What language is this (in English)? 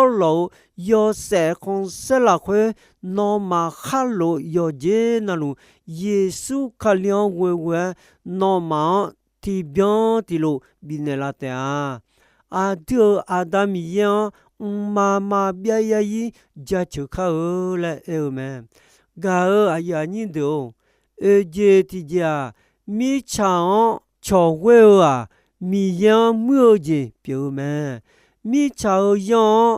Akha